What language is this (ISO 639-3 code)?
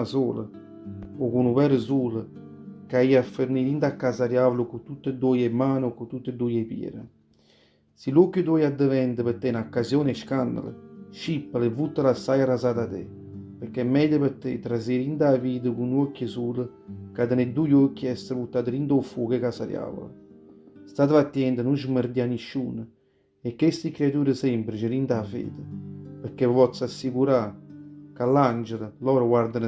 nap